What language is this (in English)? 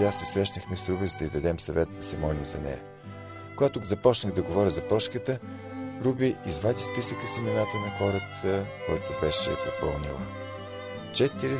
Bulgarian